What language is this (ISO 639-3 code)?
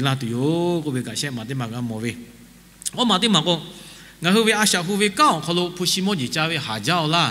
lhu